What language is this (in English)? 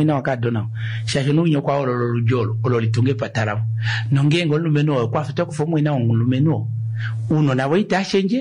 Kuanyama